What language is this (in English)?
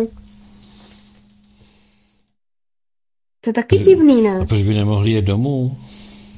Czech